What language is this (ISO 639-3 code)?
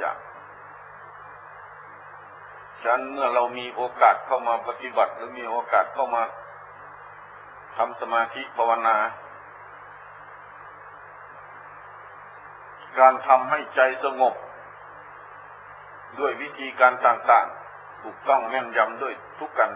tha